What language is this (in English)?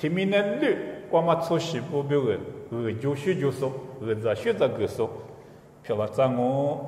Lisu